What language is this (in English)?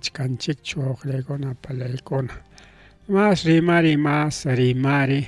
Ayacucho Quechua